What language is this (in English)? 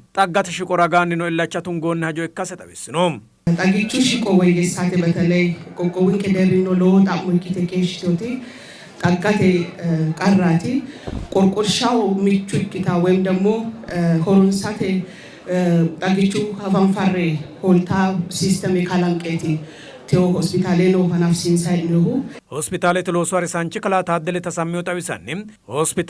Sidamo